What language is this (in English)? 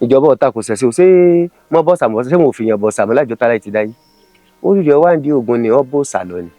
Yoruba